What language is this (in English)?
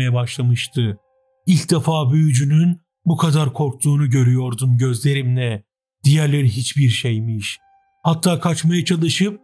Turkish